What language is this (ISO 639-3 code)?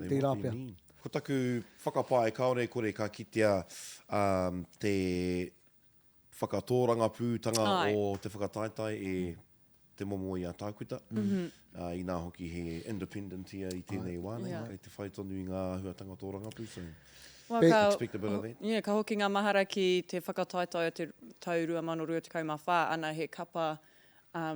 mri